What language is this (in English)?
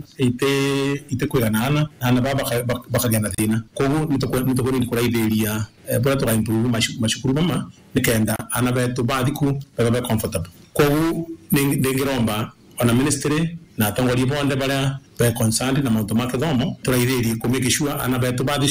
Meru